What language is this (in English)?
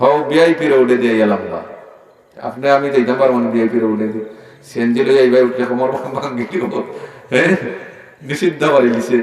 Sylheti